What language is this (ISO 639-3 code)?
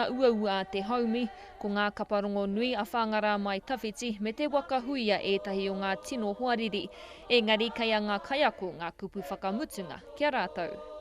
mri